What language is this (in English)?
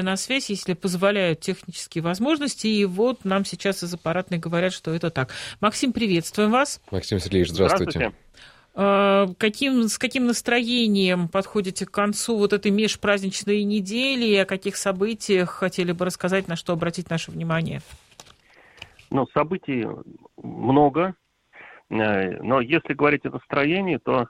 Russian